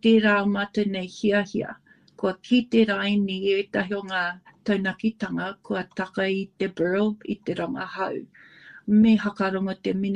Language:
Māori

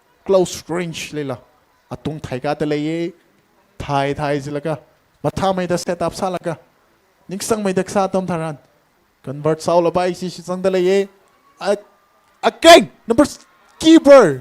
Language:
Tangkhul Naga (India)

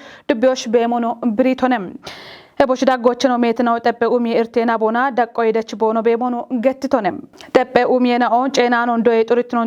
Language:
Kafa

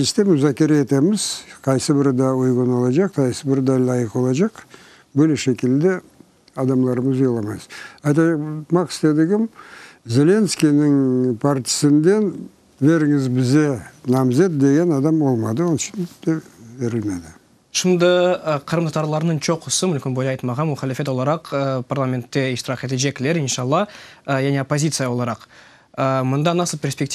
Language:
Crimean Tatar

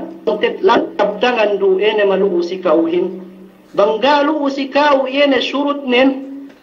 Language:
Yakan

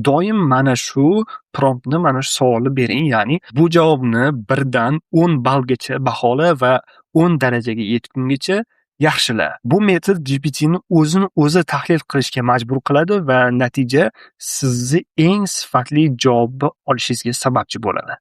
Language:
Uzbek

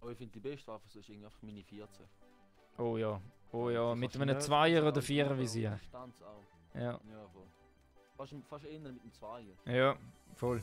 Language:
Swiss German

